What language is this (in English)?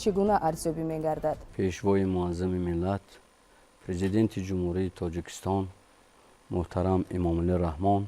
Tajik